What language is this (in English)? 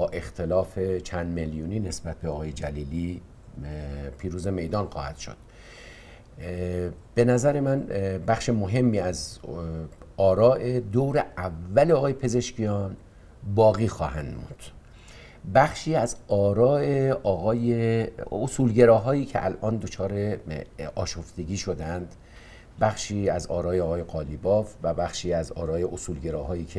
Persian